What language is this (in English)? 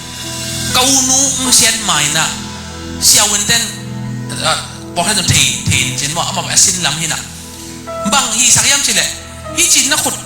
Tedim Chin